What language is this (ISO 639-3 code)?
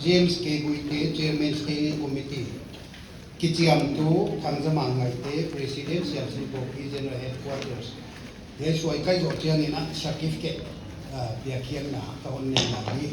pck